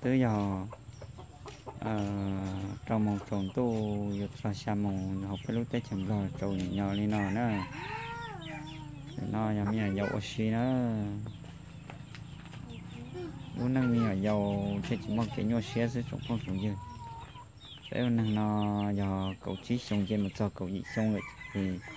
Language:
Vietnamese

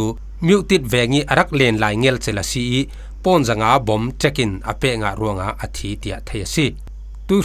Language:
Falam Chin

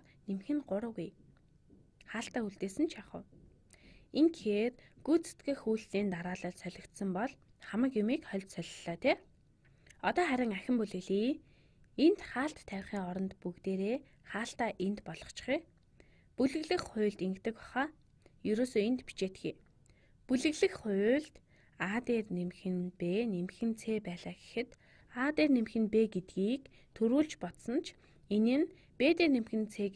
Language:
Mongolian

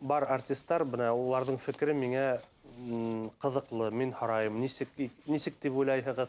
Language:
Bashkir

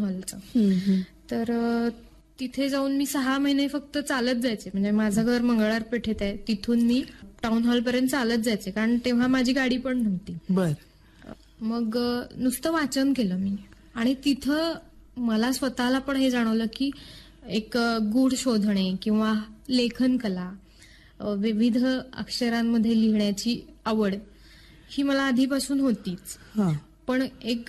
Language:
Marathi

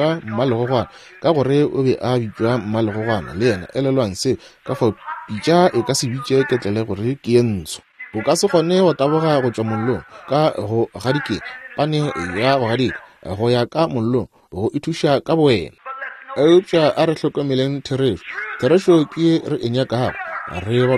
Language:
Northern Sotho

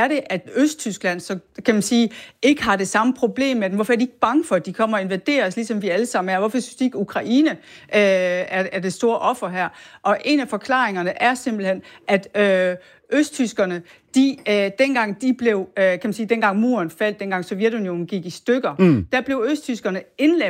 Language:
Danish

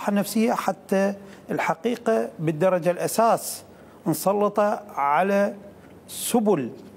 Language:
Mesopotamian Arabic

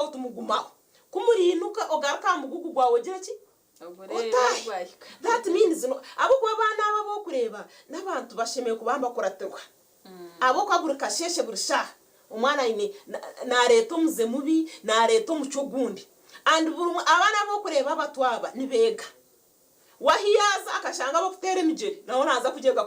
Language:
Nyankole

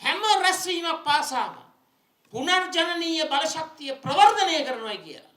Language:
Sinhala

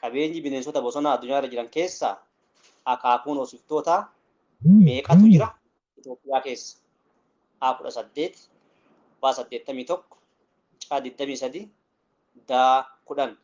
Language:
Oromo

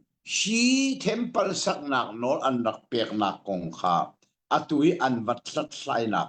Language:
Hakha Chin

